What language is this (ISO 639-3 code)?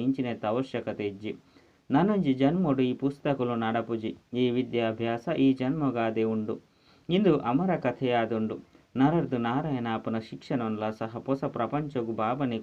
tcy